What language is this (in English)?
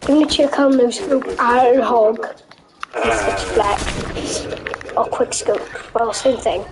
Welsh